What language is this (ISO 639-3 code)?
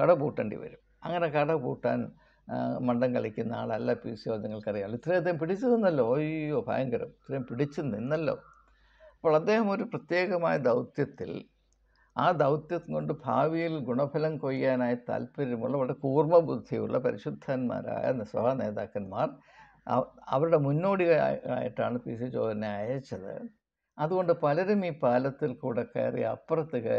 mal